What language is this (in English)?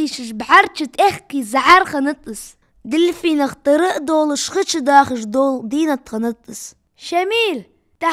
Ingush